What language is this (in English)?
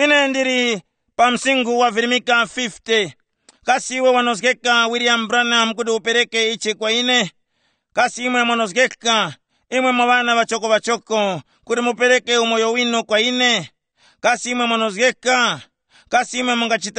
Tumbuka